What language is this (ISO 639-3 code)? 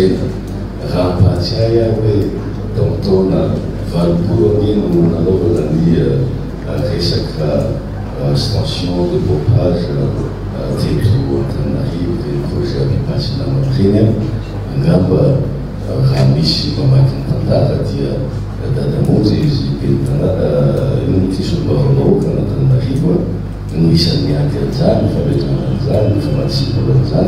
mlg